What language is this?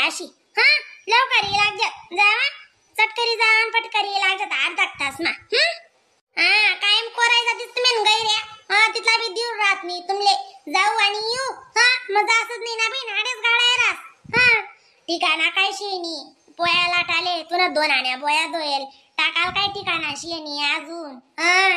Khandesi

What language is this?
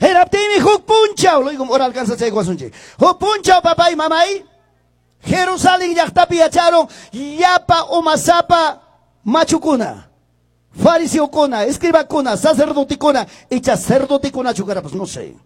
Quechua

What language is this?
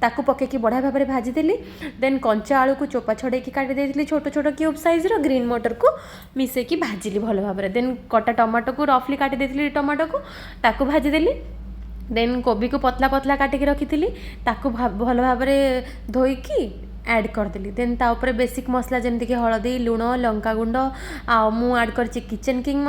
Odia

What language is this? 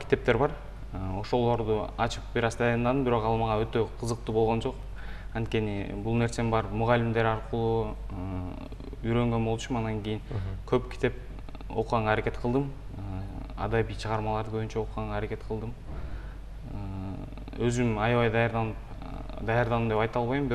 Kyrgyz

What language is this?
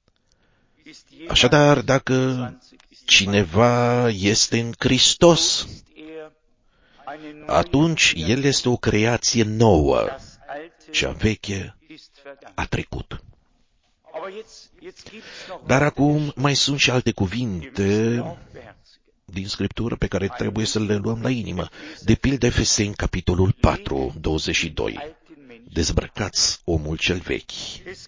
Romanian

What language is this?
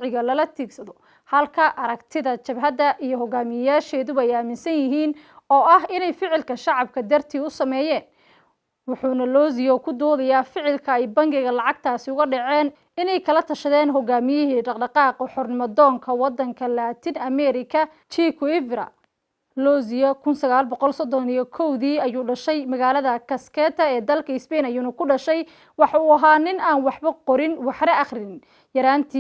Somali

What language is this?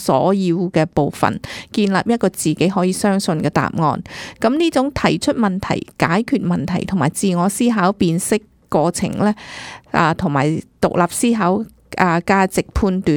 Cantonese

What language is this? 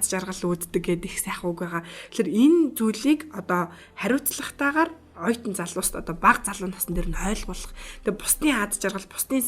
Mongolian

